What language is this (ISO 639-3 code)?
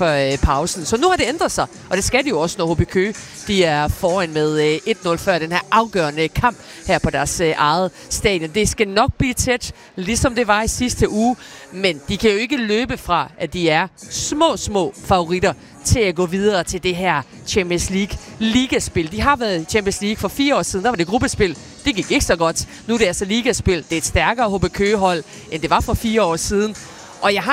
dan